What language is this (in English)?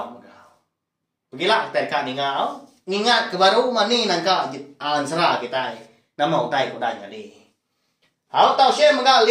Iban